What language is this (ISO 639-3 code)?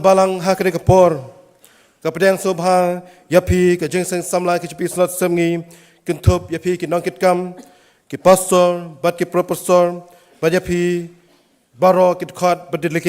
kha